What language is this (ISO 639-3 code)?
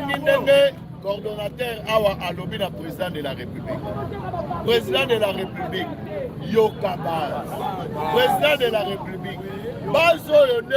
lin